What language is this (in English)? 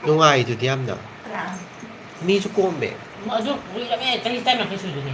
Manipuri